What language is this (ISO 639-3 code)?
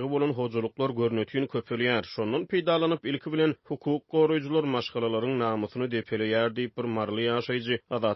tuk